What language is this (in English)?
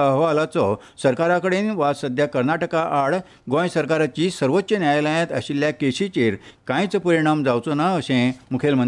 Konkani